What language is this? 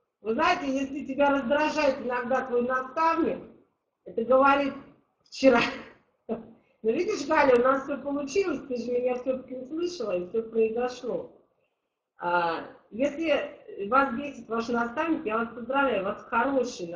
Russian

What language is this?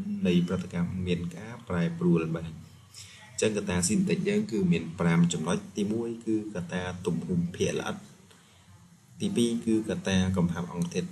Khmer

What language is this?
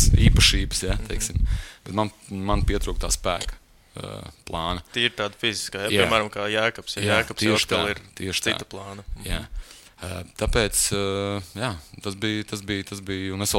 Latvian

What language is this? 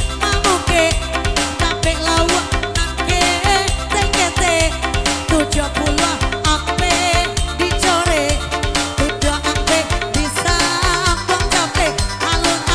Minangkabau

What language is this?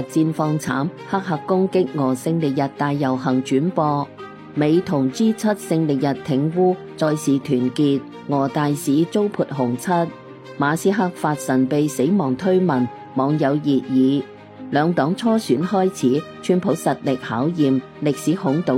Cantonese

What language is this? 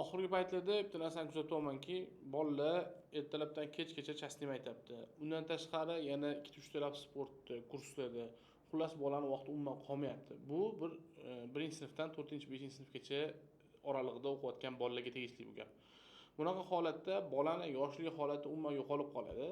Uzbek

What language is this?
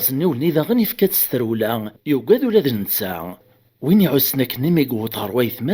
Kabyle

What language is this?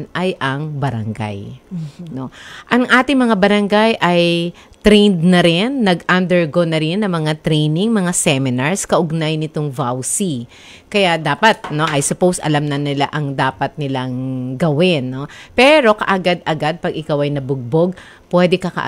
Filipino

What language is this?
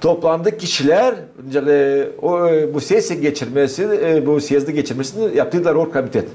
Gagauz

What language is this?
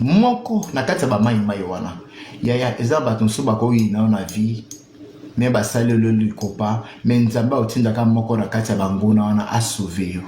Lingala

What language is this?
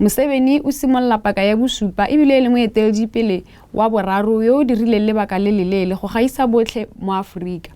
Tswana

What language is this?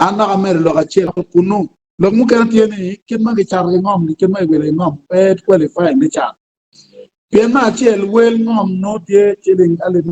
Acoli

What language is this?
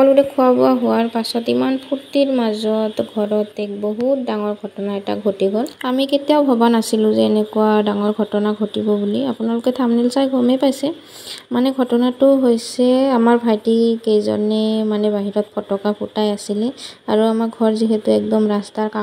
Assamese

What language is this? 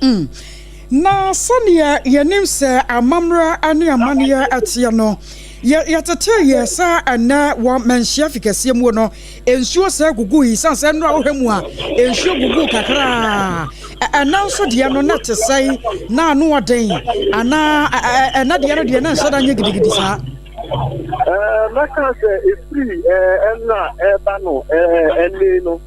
Akan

